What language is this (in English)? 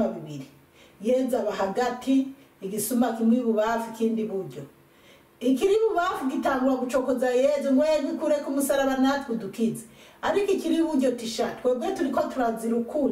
Rundi